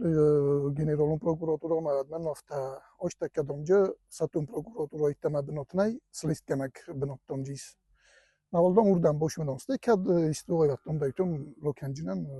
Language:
Ossetic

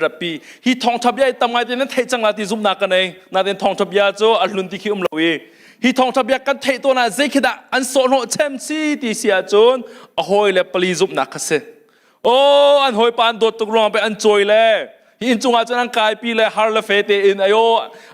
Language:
Hakha Chin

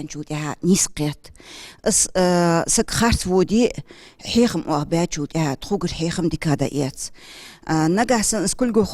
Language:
Ingush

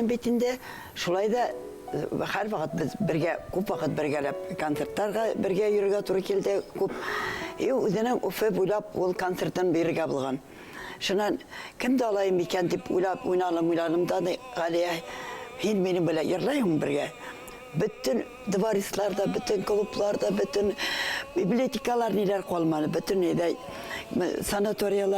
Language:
Bashkir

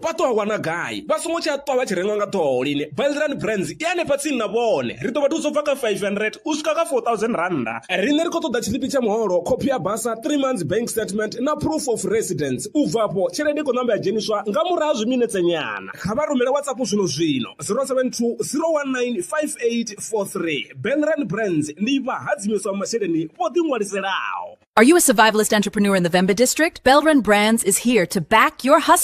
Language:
Venda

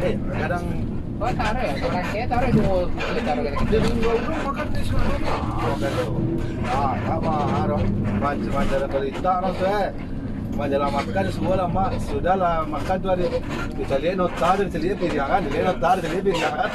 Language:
Minangkabau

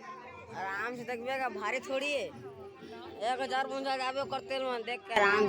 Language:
Chhattisgarhi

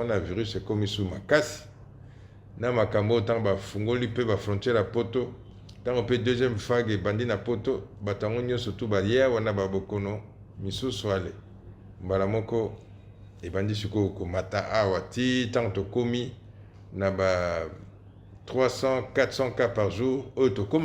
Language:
Lingala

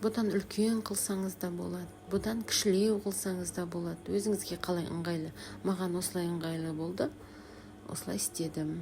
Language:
Kazakh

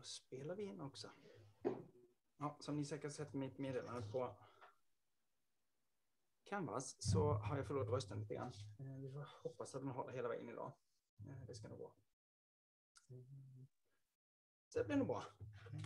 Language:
Swedish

